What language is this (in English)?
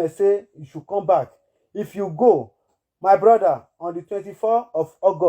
Nigerian Pidgin